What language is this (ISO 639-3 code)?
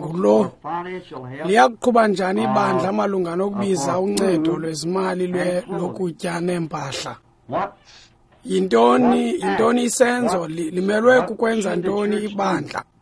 xho